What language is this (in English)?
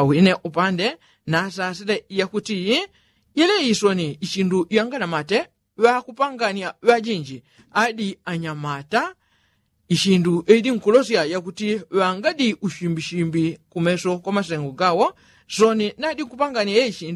Yao